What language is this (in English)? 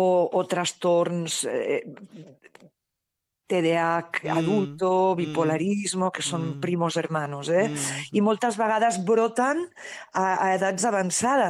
Catalan